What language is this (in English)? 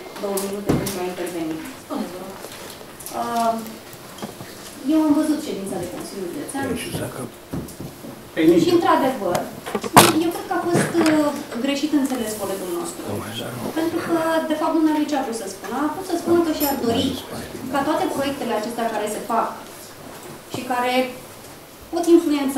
Romanian